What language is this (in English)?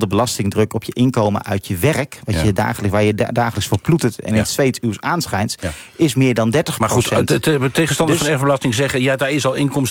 Dutch